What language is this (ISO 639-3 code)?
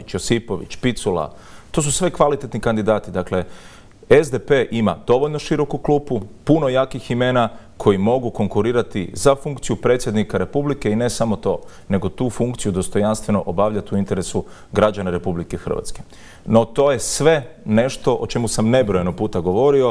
hrv